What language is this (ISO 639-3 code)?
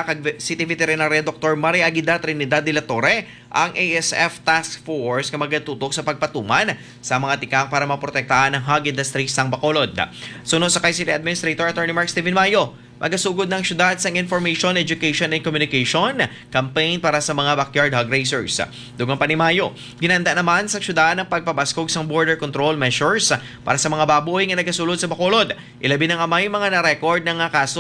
hil